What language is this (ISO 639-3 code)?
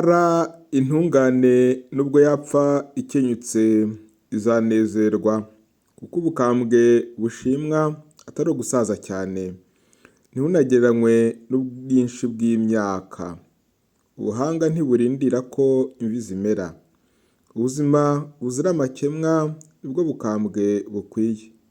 kin